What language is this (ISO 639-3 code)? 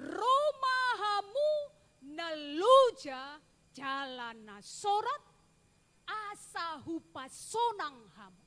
bbc